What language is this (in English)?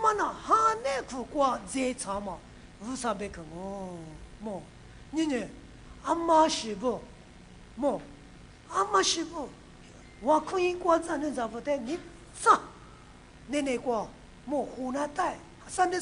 Lisu